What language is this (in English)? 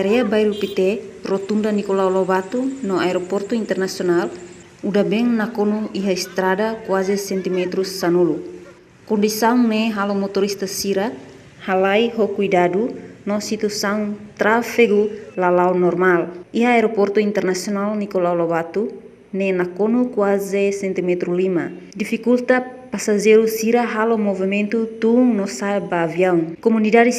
Tetum